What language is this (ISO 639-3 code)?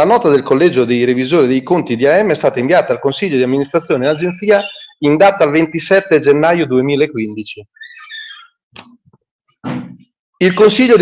ita